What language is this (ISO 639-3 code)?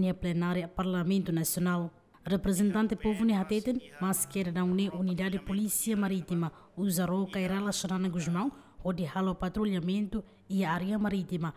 tet